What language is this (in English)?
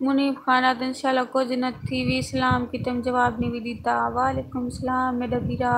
Saraiki